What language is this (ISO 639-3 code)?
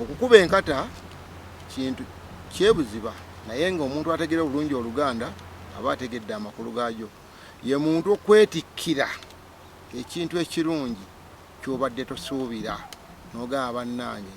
lug